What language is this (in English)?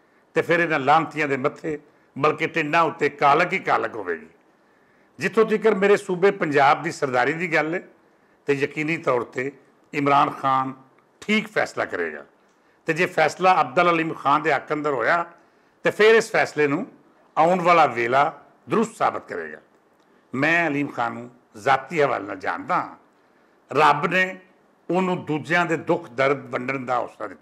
Western Panjabi